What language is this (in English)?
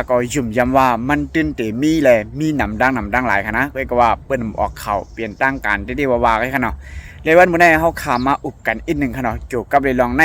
Shan